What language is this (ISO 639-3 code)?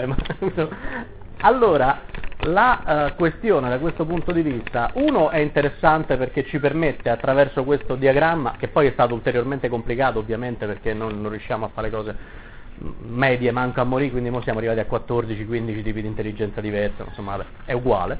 ita